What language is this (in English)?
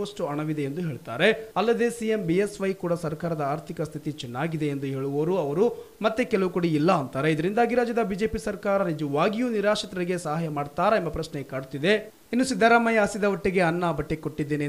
Kannada